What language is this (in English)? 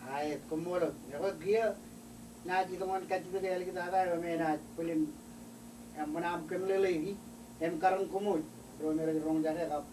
Marshallese